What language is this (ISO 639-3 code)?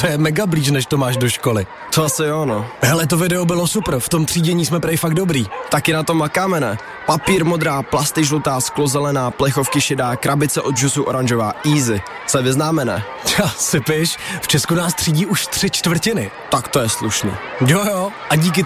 ces